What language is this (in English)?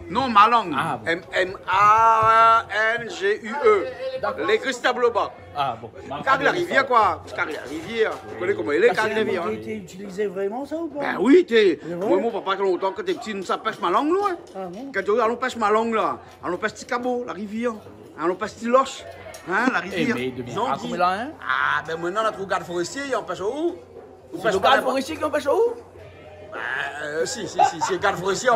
Réunion Creole French